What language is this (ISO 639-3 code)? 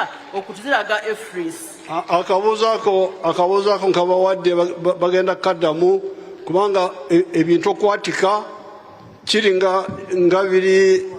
lug